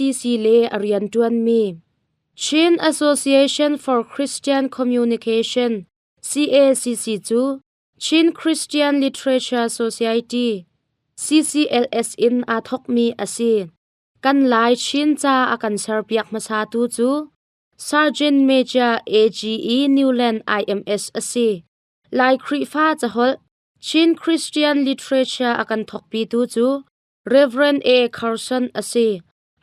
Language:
Hakha Chin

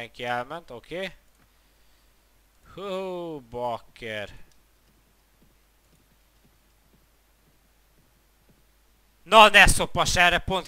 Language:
Hungarian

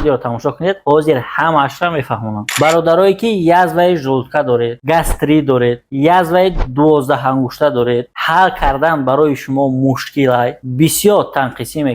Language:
Tajik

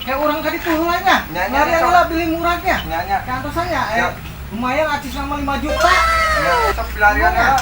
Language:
Sundanese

